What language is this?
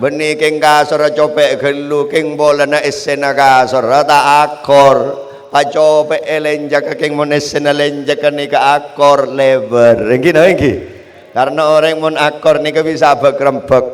Madurese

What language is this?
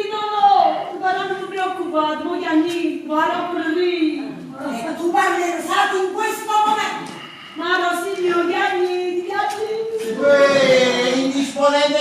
Neapolitan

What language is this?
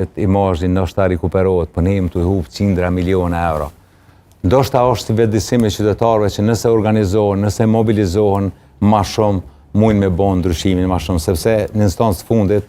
Albanian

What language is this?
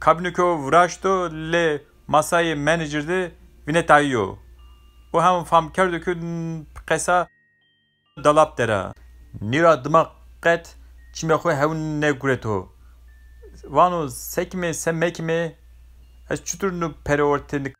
Zaza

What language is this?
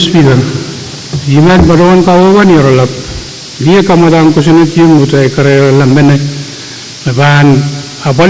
Pohnpeian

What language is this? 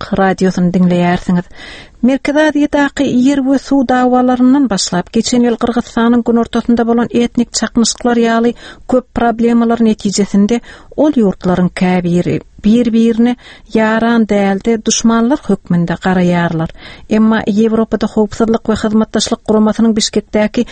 Turkmen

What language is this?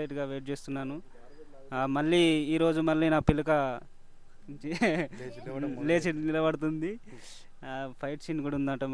Telugu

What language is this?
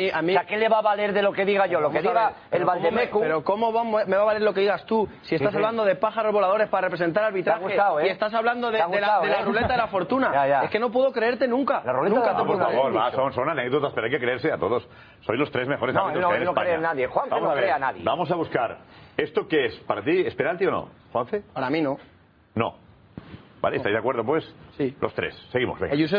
Spanish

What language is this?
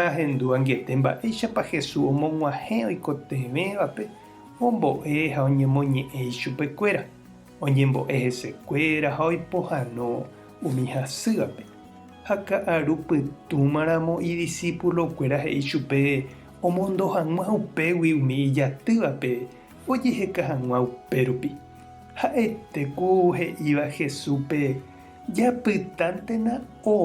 Guarani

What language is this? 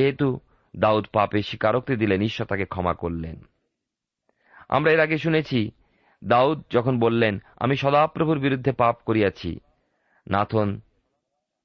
Bangla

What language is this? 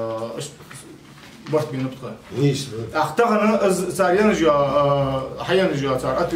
Ingush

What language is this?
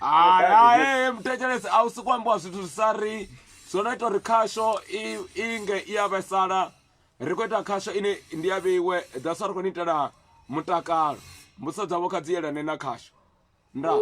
Venda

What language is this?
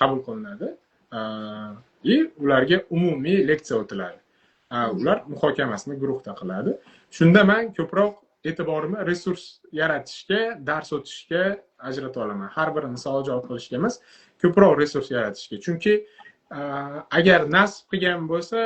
Uzbek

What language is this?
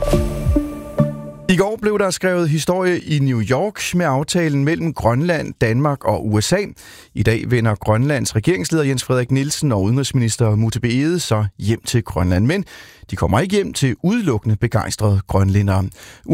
Danish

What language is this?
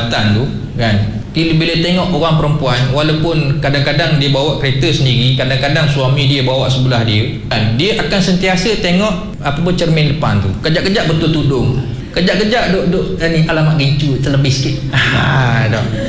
Malay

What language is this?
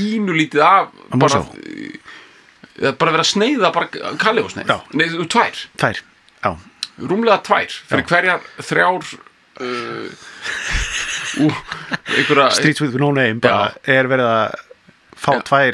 Icelandic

